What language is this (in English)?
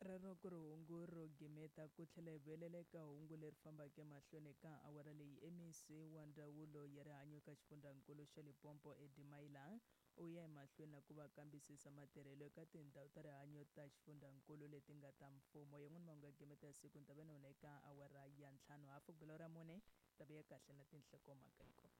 Tsonga